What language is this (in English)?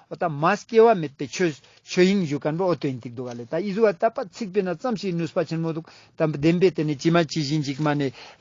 Ladakhi